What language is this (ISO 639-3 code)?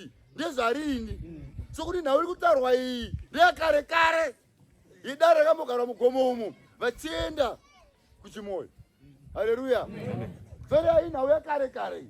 sna